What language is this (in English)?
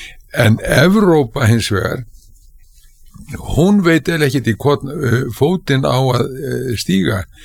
Icelandic